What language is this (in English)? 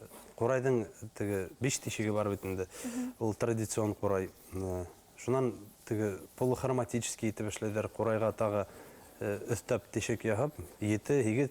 Bashkir